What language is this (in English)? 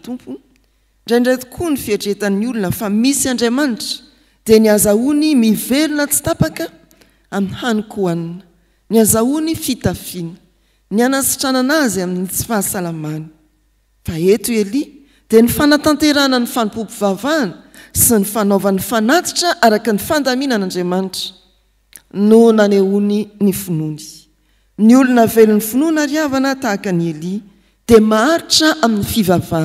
Malagasy